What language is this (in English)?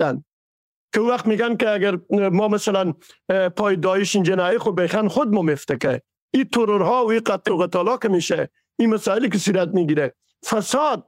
Persian